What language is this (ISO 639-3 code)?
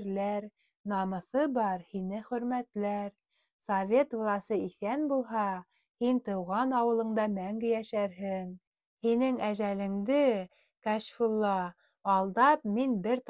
bak